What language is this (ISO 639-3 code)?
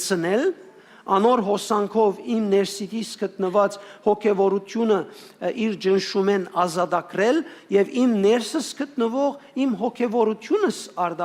hyw